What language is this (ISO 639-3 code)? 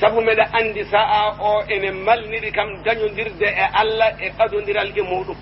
ful